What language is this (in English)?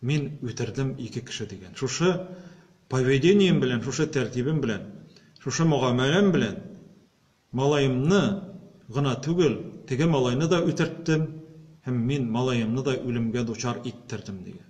Tatar